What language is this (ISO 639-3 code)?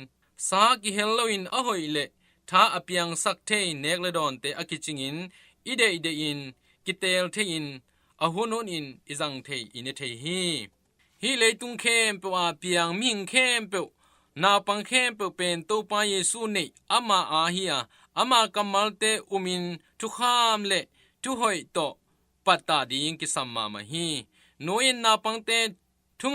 ctd